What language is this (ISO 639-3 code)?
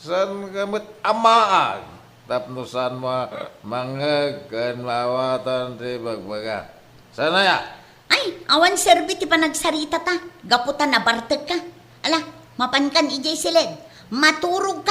ilo